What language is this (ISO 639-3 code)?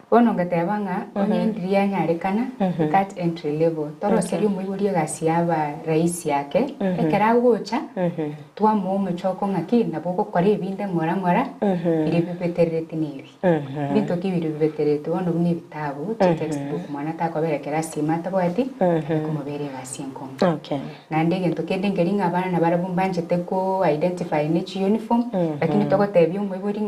guz